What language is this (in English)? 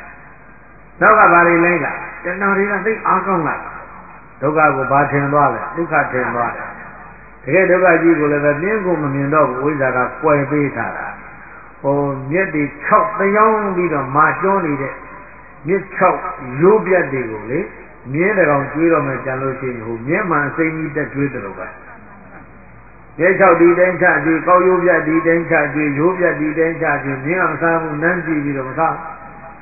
Burmese